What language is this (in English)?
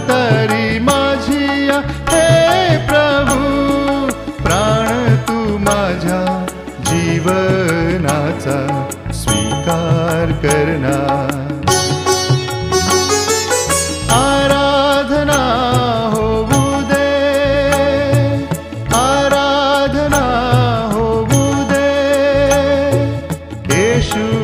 Marathi